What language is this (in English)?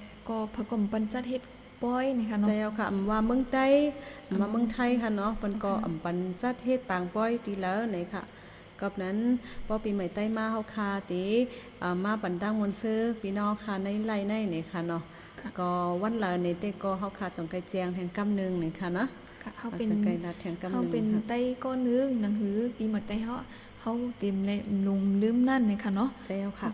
Shan